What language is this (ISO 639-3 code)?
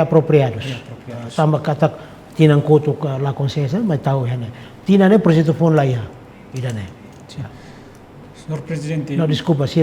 tet